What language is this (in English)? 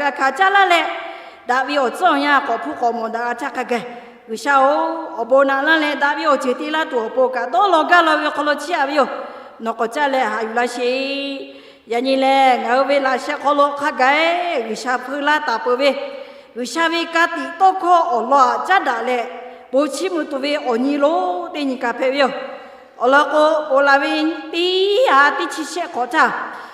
Lahu